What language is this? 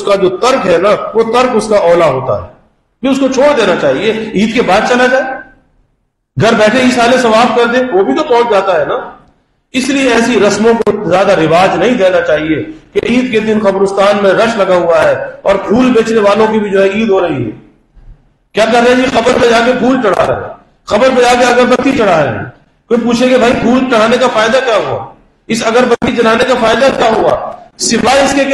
Urdu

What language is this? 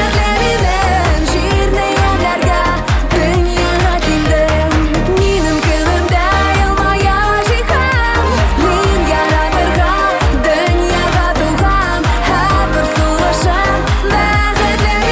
Tatar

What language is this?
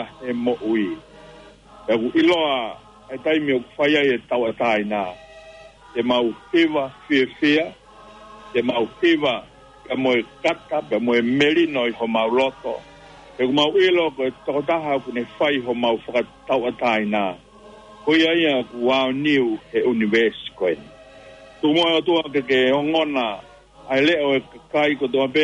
Tongan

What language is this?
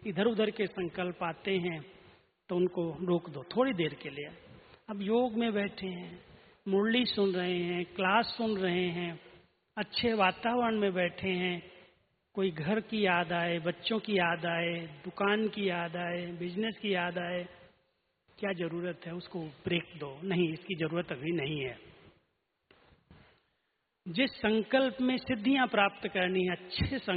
Hindi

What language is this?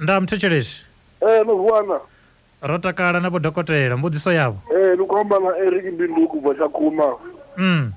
Venda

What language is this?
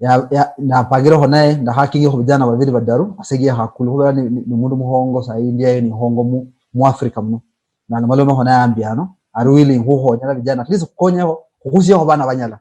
Luyia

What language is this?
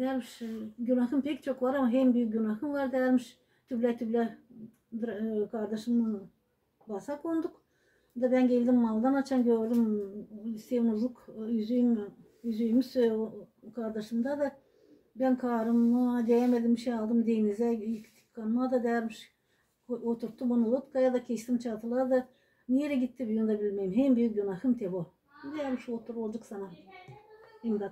Gagauz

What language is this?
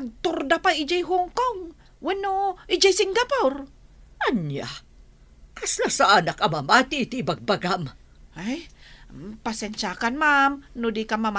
Iloko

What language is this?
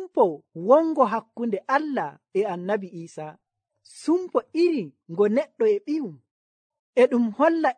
Nigerian Fulfulde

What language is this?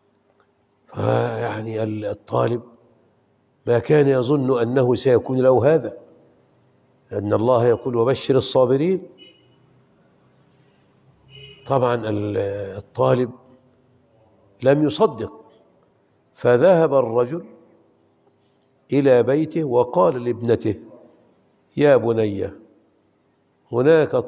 Arabic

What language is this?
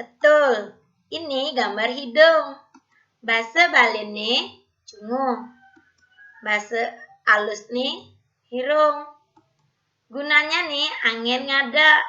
Balinese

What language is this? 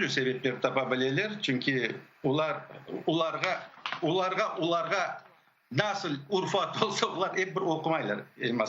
Crimean Tatar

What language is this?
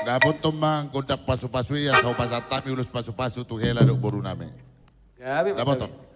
Batak Toba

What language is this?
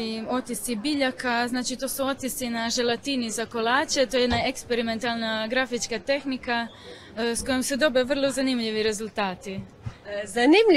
Croatian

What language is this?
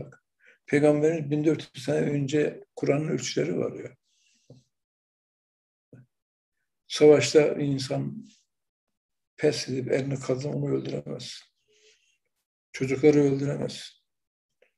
Turkish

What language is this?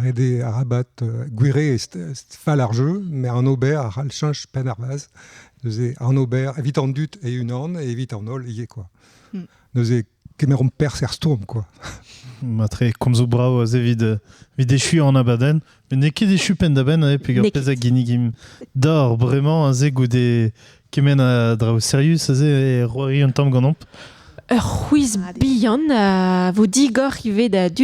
Breton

